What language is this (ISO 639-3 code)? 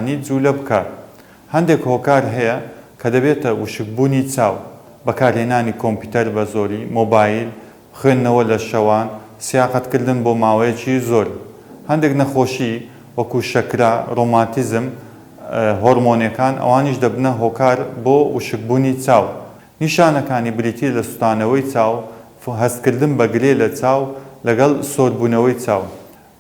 ckb